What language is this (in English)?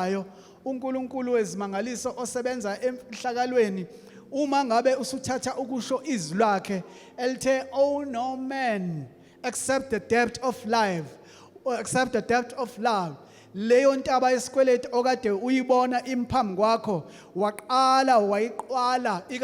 Zulu